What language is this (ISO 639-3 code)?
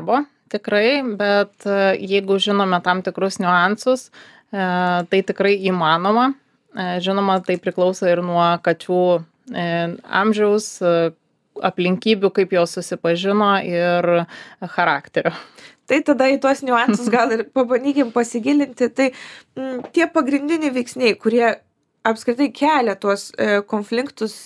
lit